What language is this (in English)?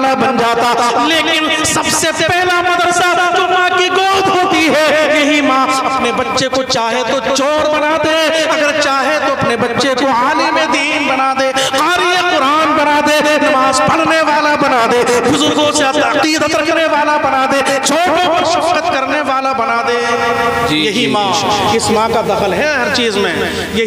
Urdu